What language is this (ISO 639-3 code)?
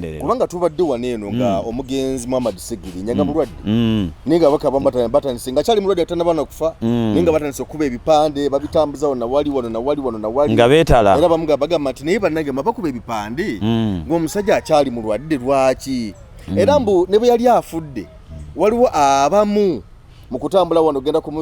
lug